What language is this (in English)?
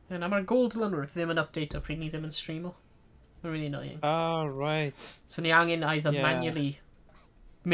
Welsh